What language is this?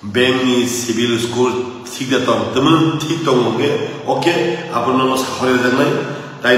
Kok Borok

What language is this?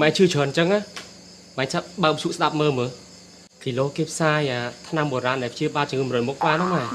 Khmer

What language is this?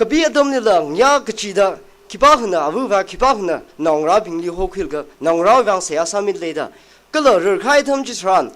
Tangkhul Naga (India)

